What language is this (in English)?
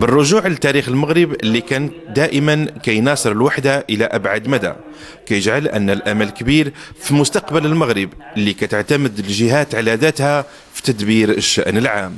Moroccan Arabic